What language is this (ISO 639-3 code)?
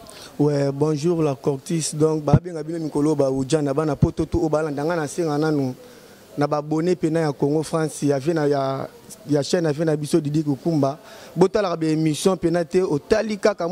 lin